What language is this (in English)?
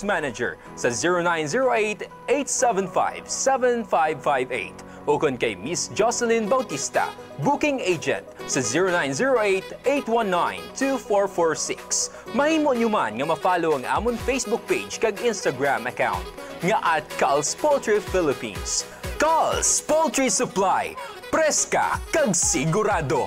Hiligaynon